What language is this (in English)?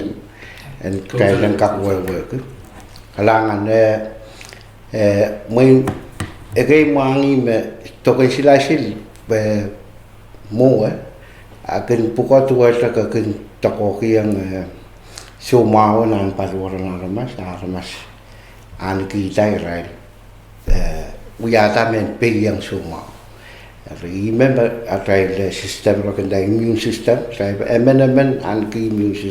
Pohnpeian